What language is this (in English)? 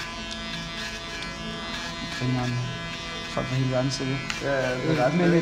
Danish